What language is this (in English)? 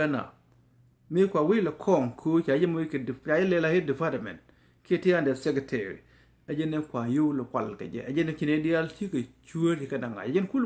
Nuer